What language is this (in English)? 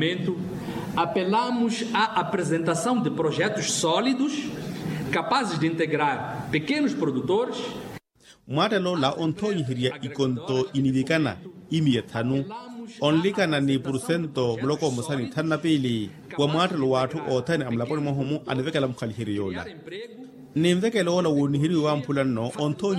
Makhuwa